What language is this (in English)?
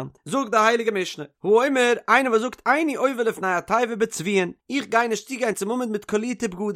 Yiddish